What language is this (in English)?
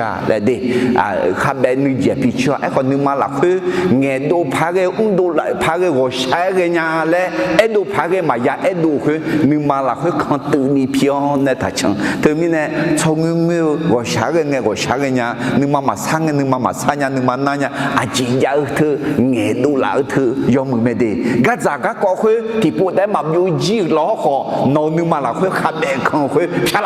Akha